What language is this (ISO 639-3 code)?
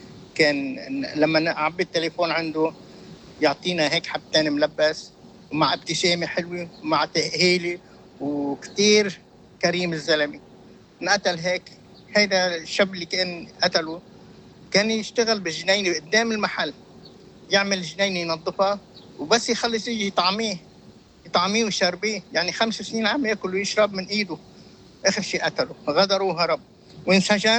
apc